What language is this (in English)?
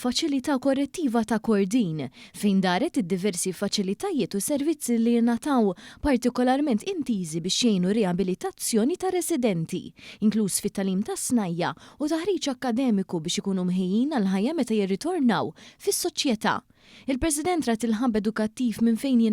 Maltese